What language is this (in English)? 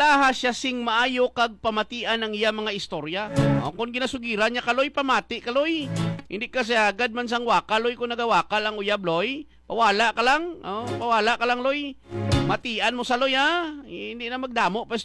Hiligaynon